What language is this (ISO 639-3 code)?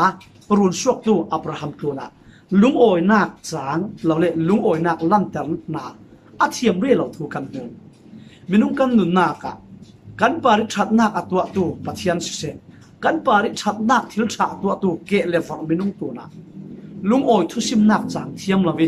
cfm